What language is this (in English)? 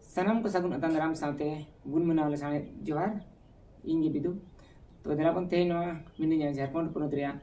Santali